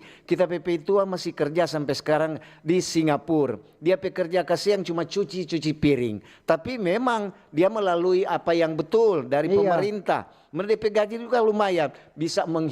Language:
Manado Malay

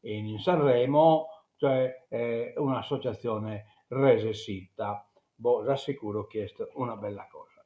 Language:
Sardinian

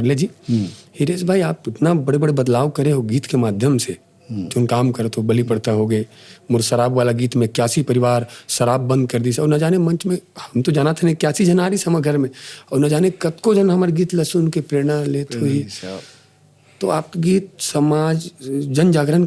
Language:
Chhattisgarhi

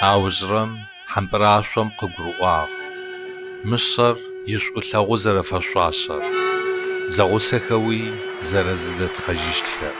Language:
Adyghe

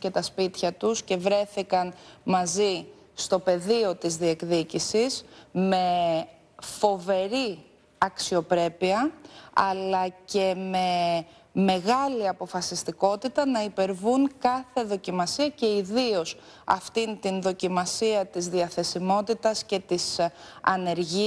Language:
Greek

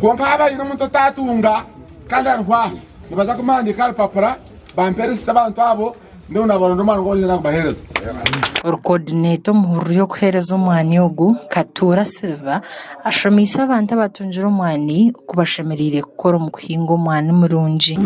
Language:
Nyankole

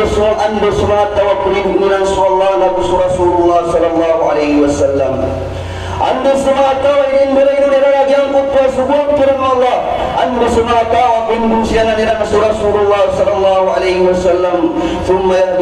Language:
Maranao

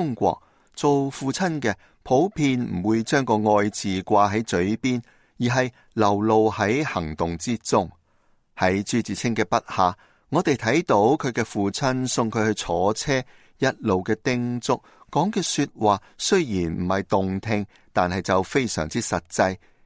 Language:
Cantonese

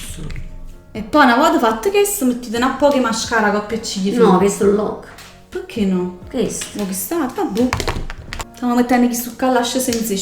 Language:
Neapolitan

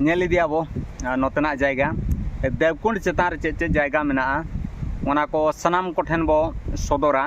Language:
Santali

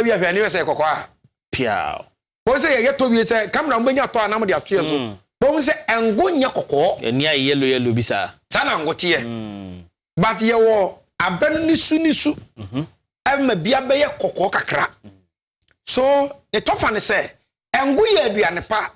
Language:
Akan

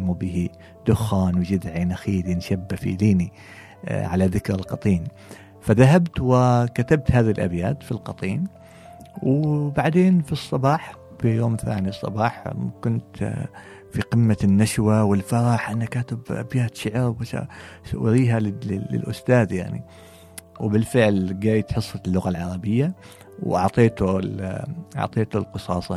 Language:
Gulf Arabic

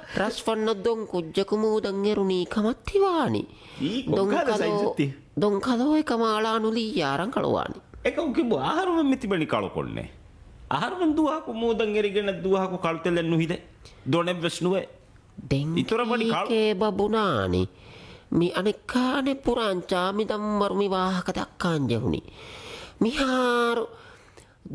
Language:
Divehi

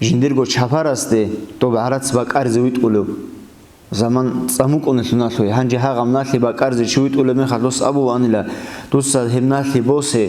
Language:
Avaric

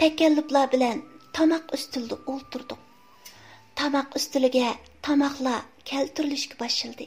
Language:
Uyghur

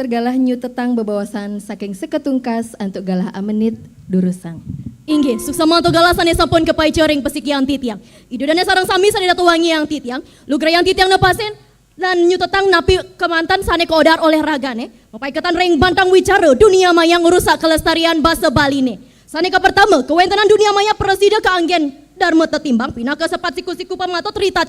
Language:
Balinese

